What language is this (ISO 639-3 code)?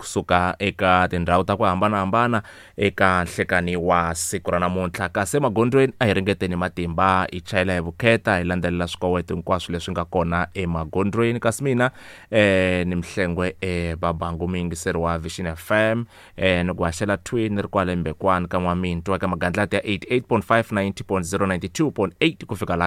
tso